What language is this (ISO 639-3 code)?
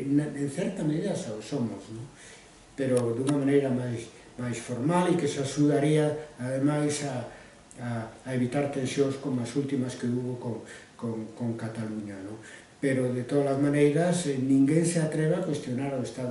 glg